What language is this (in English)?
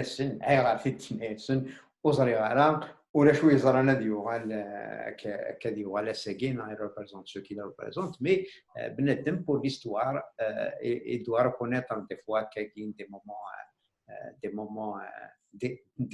Kabyle